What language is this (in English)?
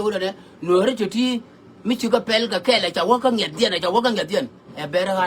Nuer